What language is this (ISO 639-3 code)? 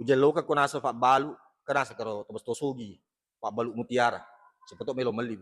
bug